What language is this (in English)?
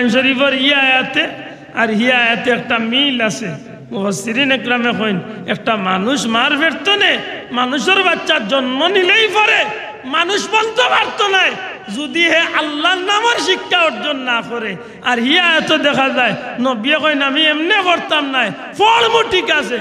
Sylheti